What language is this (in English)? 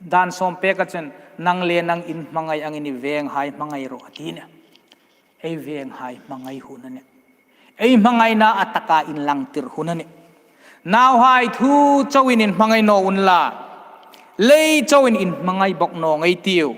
Hmar